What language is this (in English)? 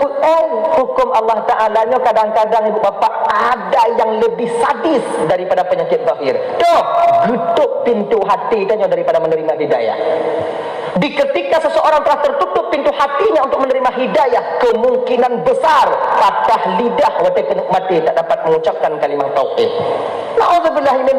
Achinese